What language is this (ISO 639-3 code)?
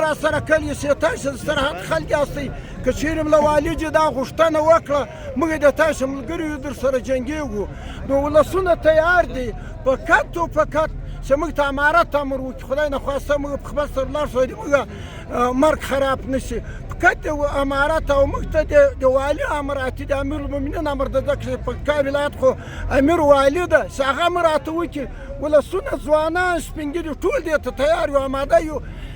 pus